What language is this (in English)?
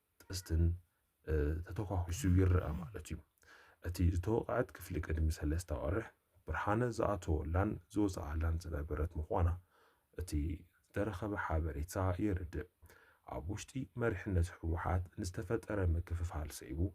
Tigrinya